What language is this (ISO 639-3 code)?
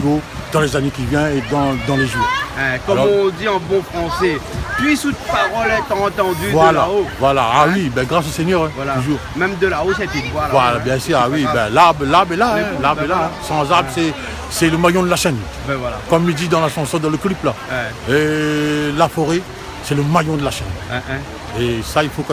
rcf